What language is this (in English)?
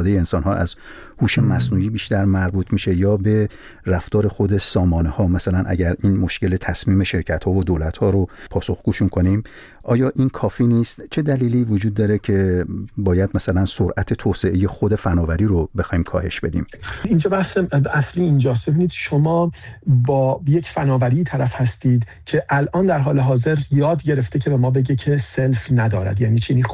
Persian